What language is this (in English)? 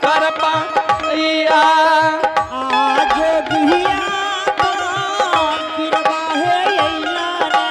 Angika